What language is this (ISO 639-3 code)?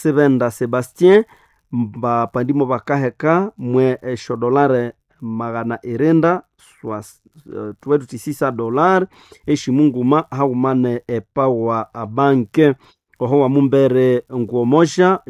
nnb